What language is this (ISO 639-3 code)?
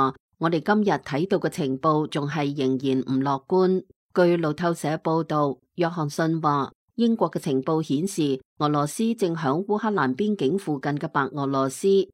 yue